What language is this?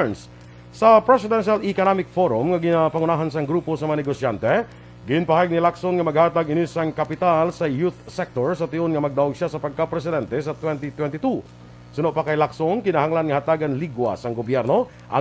Hiligaynon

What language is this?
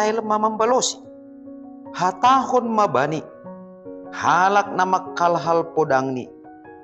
Batak Simalungun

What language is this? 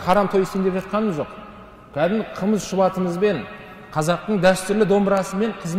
Kazakh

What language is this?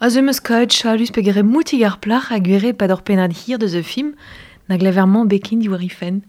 Breton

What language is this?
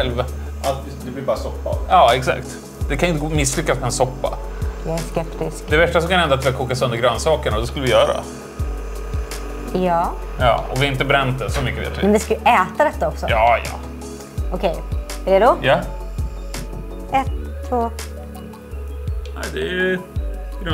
Swedish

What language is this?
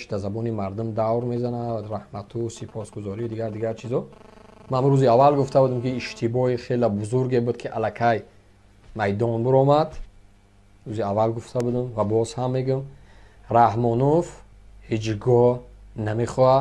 Tajik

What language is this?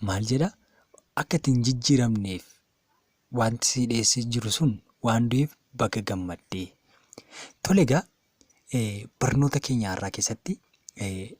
Oromo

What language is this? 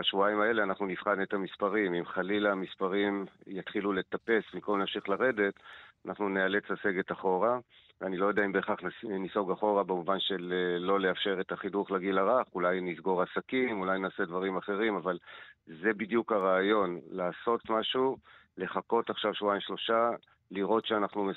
Hebrew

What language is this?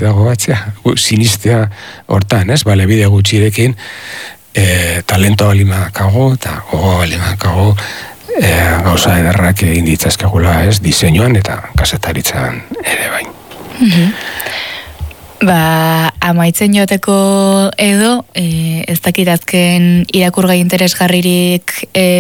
Basque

